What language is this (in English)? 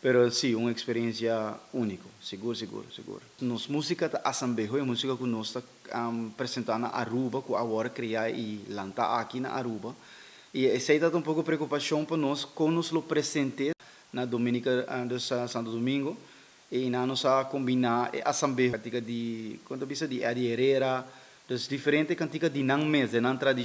Papiamento